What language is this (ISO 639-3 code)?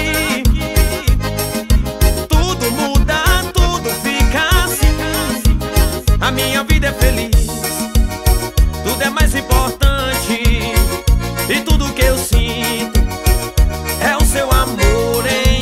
por